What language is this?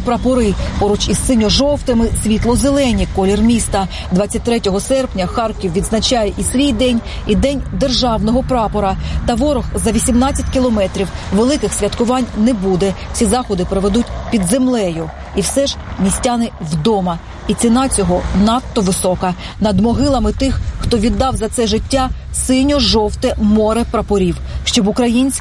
Ukrainian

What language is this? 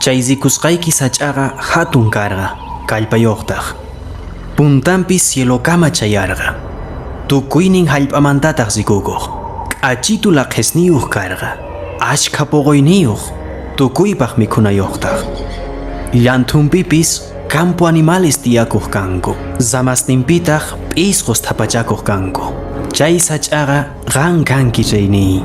Quechua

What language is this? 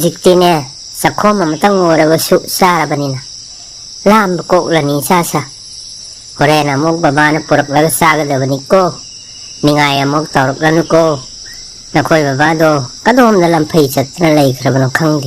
Manipuri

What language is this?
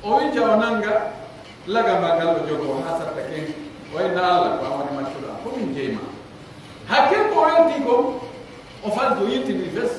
Pular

